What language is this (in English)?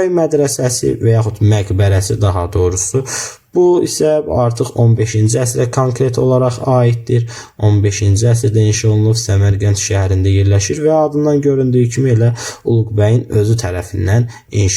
Azerbaijani